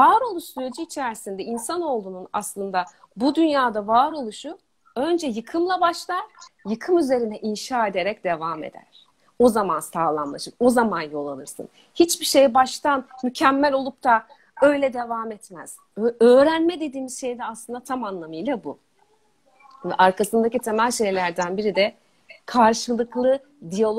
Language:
Turkish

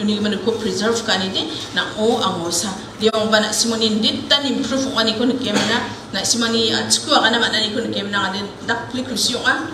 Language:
Garo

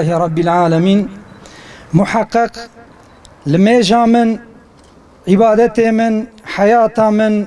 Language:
Kurdish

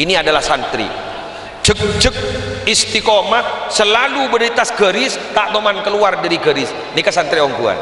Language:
Madurese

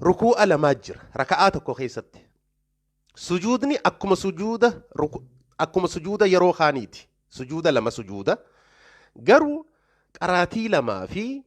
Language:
Oromo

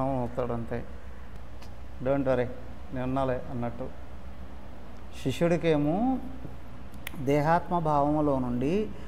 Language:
Telugu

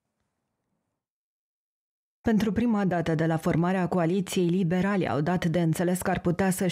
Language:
Romanian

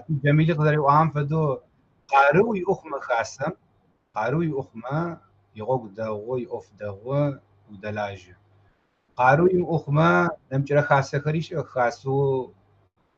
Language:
Kabardian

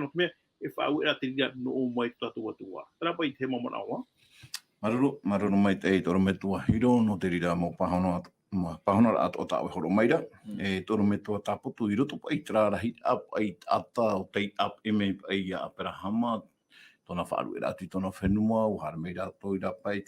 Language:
Tahitian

